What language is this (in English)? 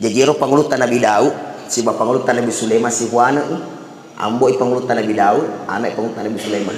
Buginese